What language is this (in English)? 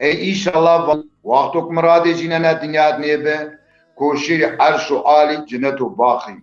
Zaza